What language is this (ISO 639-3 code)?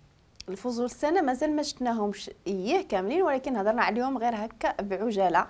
ary